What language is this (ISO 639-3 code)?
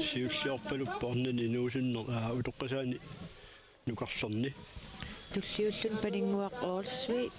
kal